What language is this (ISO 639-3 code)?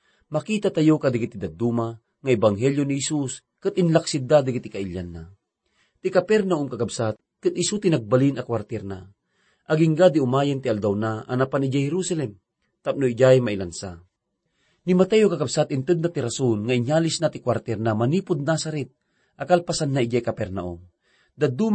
ilo